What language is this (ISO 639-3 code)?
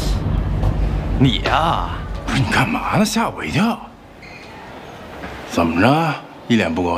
zho